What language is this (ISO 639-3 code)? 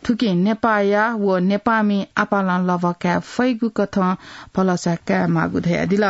new